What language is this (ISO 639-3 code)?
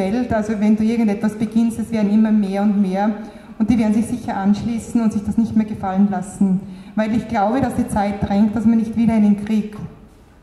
deu